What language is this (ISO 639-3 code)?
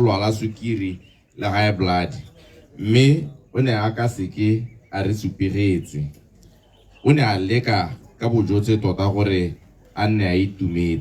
tsn